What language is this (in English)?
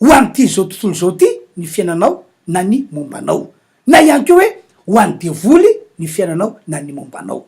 Malagasy